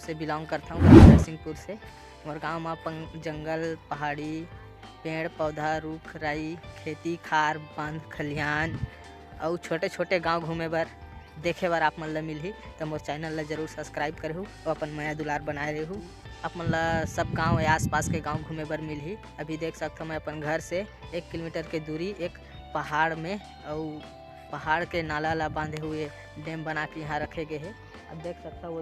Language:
Chhattisgarhi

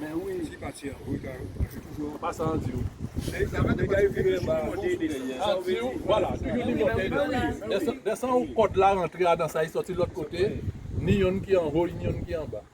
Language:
Guadeloupean Creole French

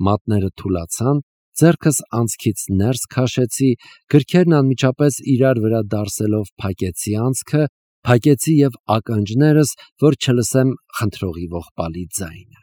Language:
Armenian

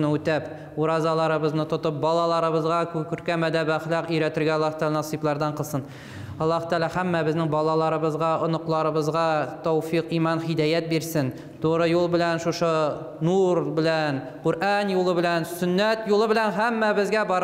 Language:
Tatar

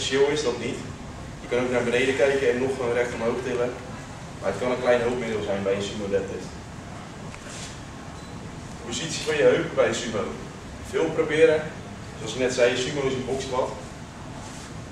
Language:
Dutch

